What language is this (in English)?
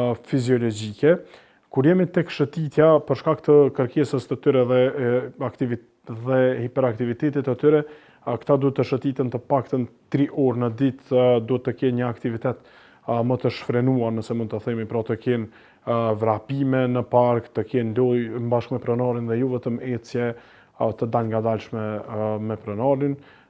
Albanian